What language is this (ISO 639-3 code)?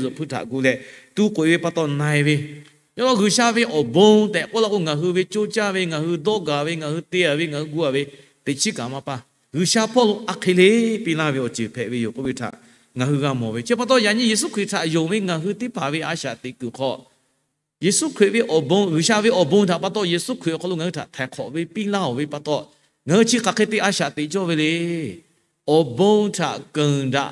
lhu